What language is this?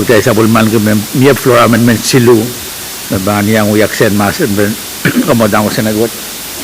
Pohnpeian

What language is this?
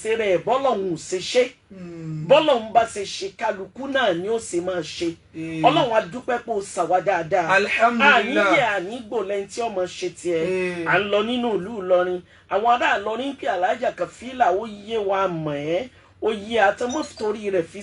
Yoruba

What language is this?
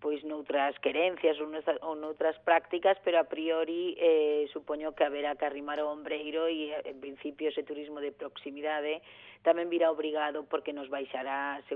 Galician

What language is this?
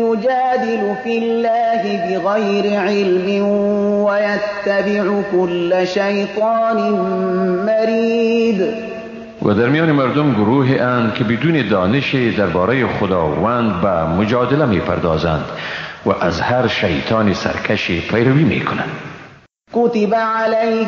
Persian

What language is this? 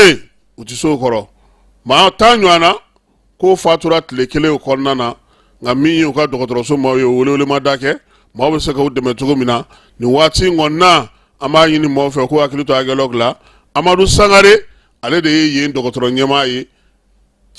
Bambara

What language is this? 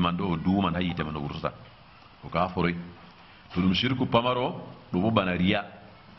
Fula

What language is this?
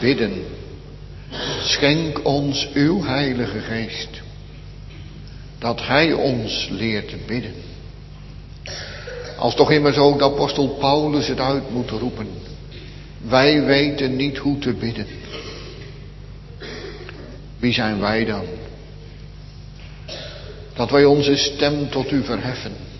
Dutch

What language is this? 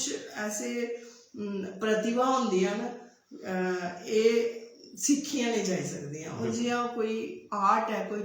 Dogri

